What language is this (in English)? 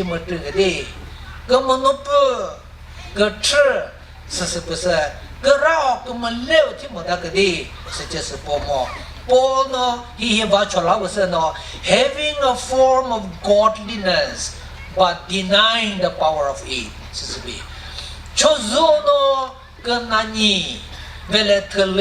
Chokri Naga